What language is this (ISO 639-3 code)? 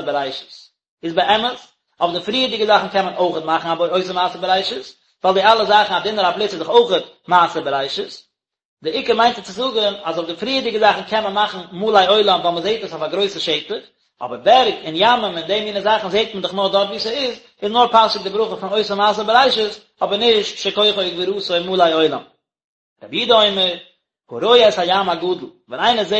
yid